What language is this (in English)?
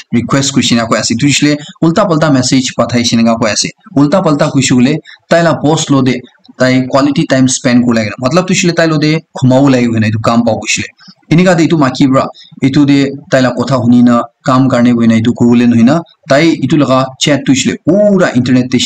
Naga Pidgin